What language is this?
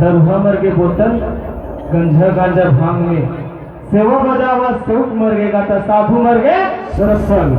Chhattisgarhi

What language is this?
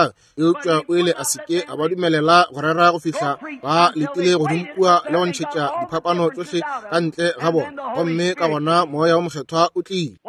Northern Sotho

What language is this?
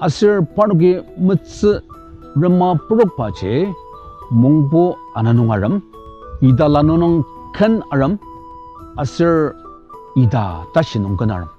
Ao Naga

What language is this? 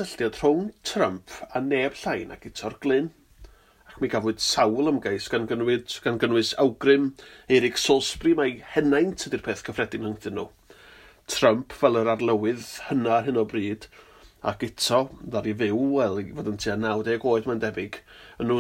Welsh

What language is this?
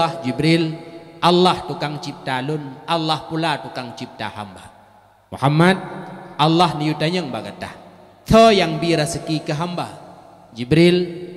Achinese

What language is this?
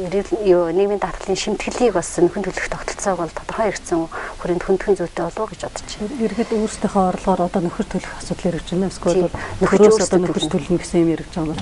Mongolian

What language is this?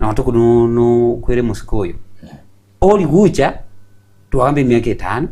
Gusii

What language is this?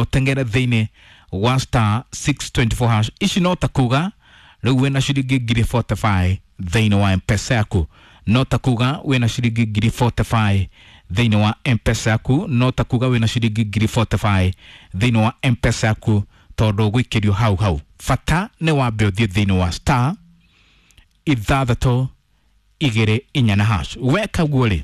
Kikuyu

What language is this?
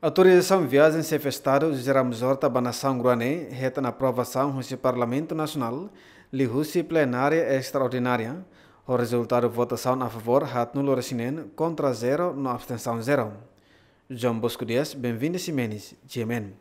Tetum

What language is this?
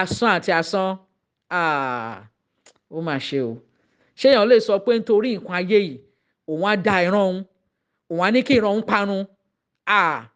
Yoruba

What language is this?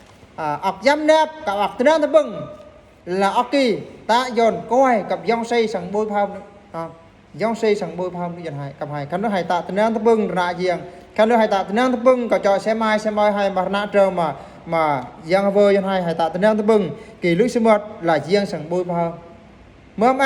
Eastern Bru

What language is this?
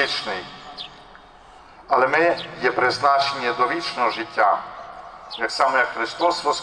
Ukrainian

